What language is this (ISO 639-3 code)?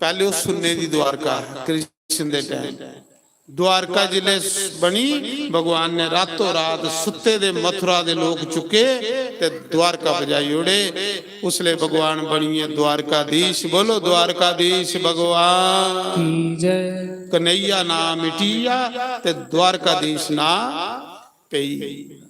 doi